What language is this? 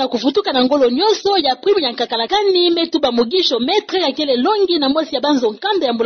Kituba (Democratic Republic of Congo)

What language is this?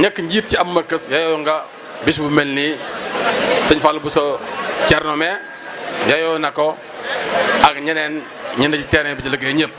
Wolof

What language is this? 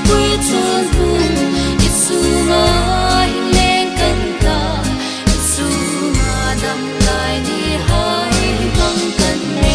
Hmar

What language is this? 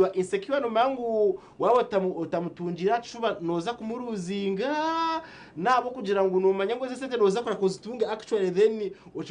Nyankole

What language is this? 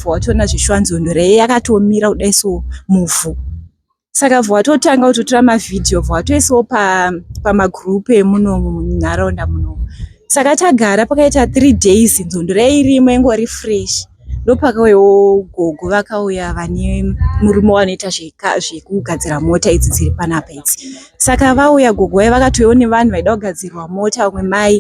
Shona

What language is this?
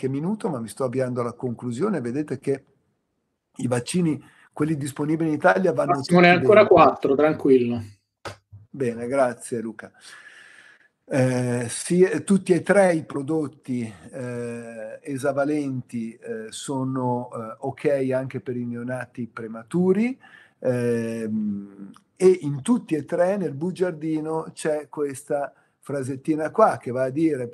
Italian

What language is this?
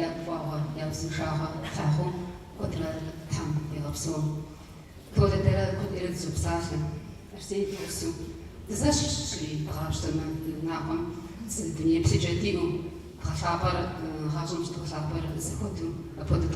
Kabardian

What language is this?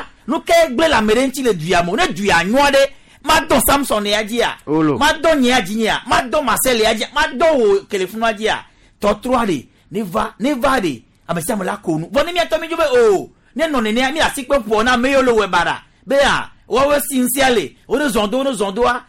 Gen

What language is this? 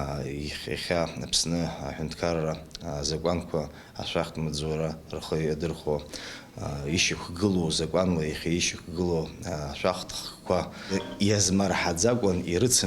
Abkhazian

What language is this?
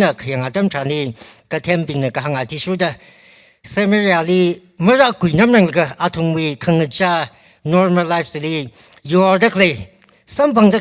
Tangkhul Naga (India)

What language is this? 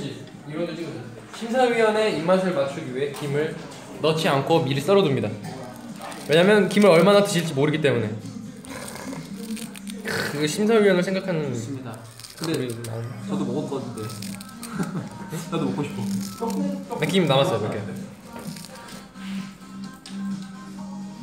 Korean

